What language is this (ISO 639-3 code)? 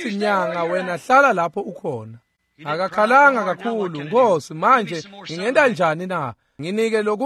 ssw